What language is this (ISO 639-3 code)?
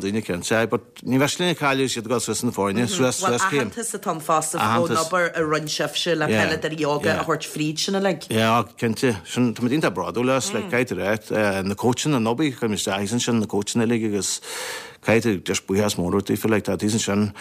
gle